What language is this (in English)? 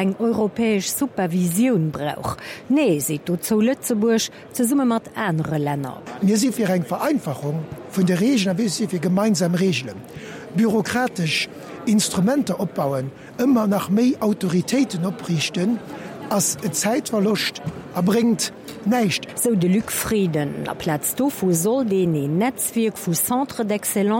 Luxembourgish